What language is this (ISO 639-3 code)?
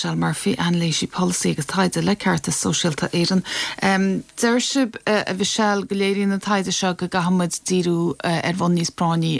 gle